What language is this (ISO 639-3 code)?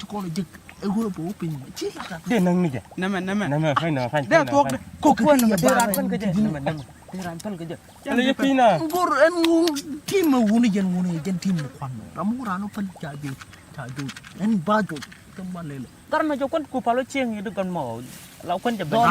nus